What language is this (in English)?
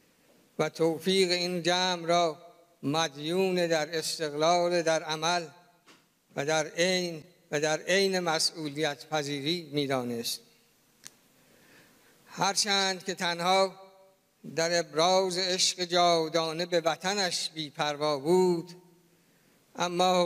Persian